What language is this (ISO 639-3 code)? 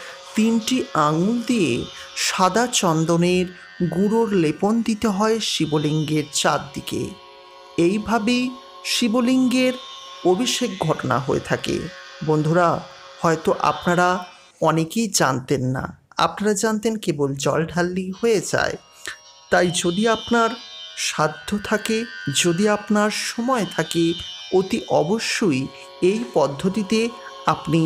ben